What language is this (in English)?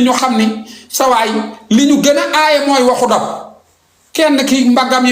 Wolof